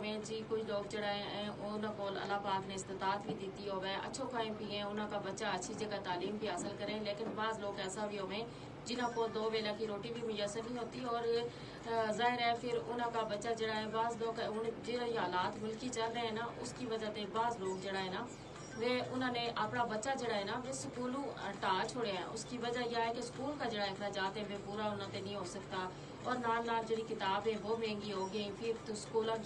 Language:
Gujari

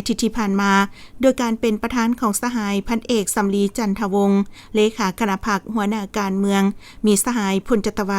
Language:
Lao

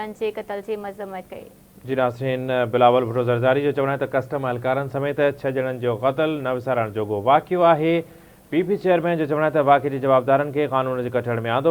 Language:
Sindhi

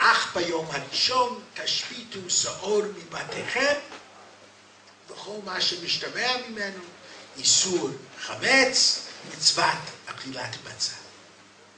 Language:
Hebrew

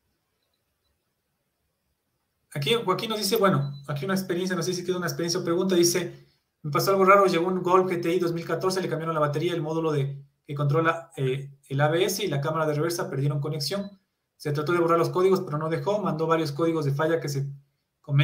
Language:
Spanish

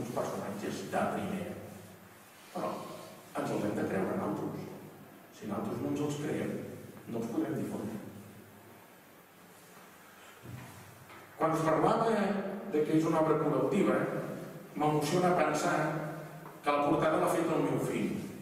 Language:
Catalan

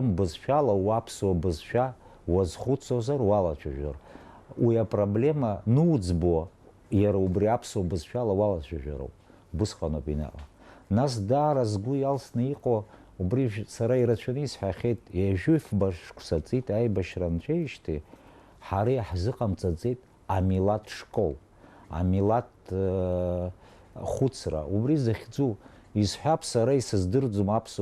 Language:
Abkhazian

